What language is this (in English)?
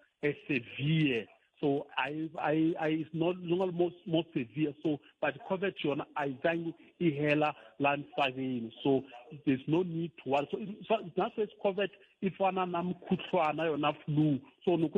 Tsonga